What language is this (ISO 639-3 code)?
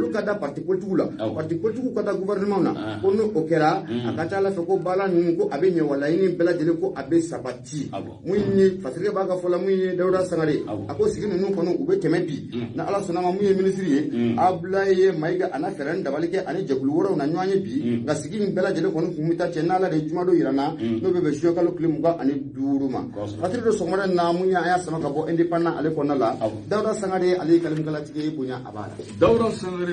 bam